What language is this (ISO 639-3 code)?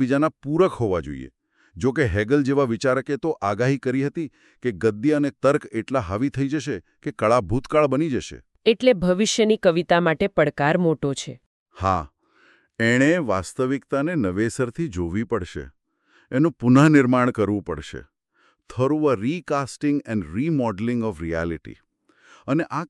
guj